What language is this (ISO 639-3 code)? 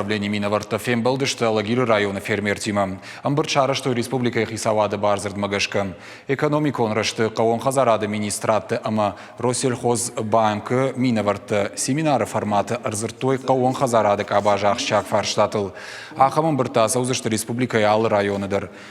oss